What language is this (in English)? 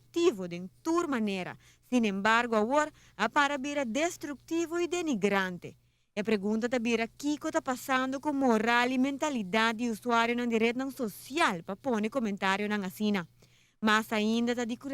Papiamento